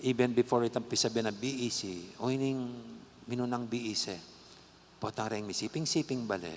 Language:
Pampanga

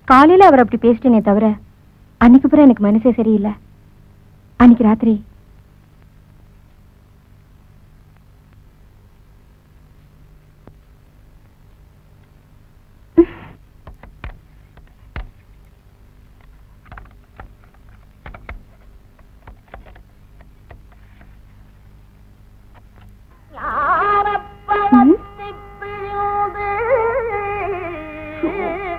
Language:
Tamil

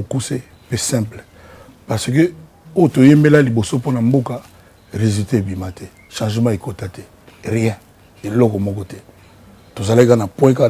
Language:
Lingala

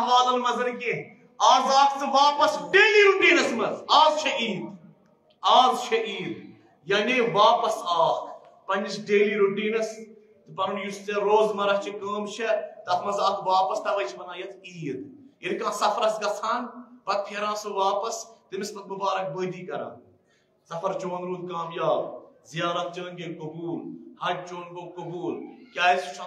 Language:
Kashmiri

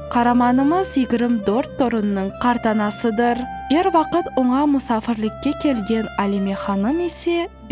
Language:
Crimean Tatar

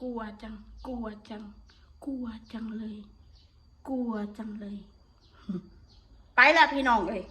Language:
Northeastern Thai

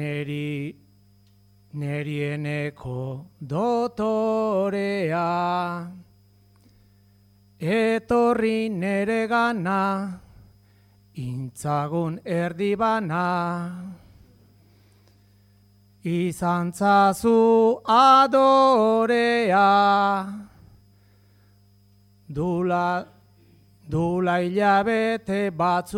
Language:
Basque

